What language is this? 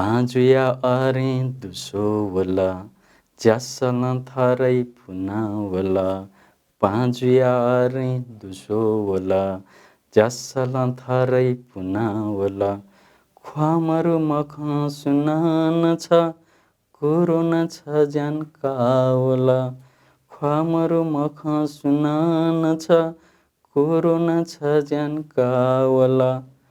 Newari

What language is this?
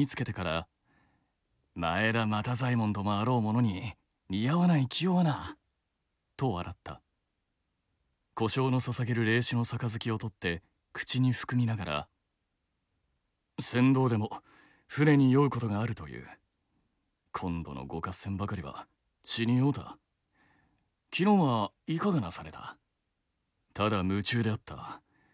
Japanese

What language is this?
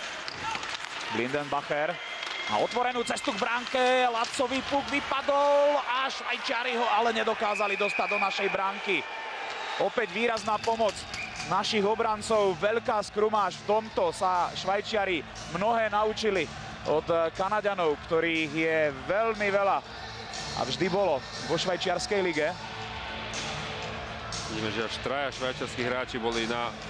Slovak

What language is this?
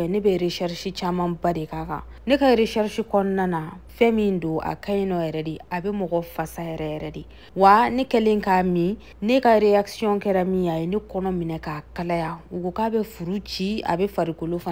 Bambara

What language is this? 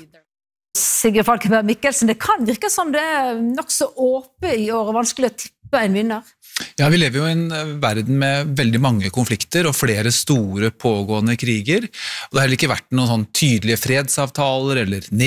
Norwegian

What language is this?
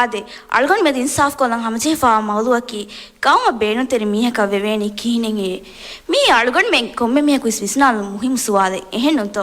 Divehi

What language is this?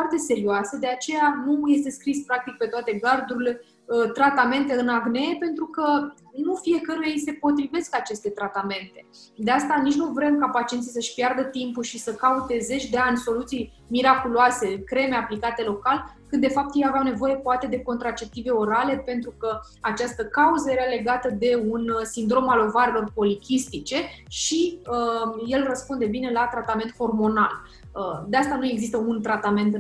Romanian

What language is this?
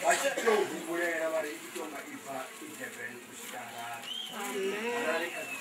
Venda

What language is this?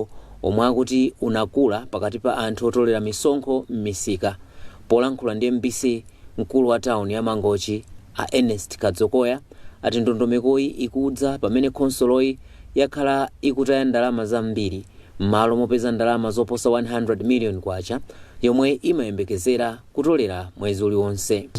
Nyanja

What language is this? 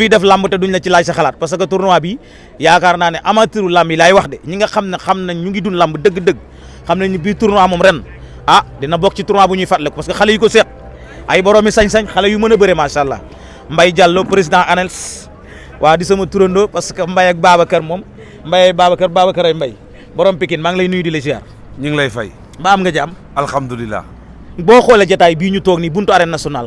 Wolof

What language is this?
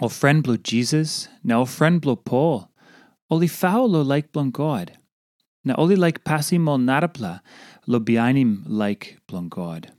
Tok Pisin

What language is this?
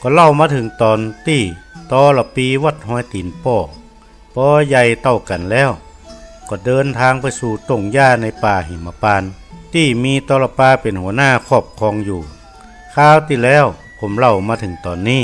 Northern Thai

